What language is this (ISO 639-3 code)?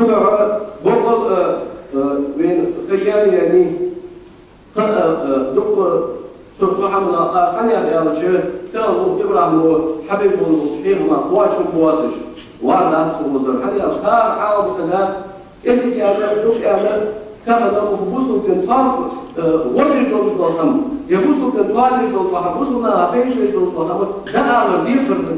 inh